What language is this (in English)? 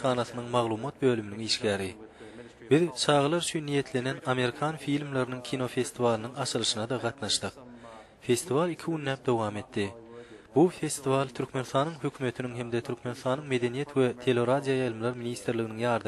Turkmen